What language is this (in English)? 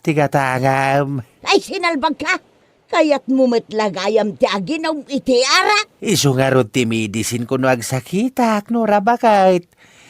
Iloko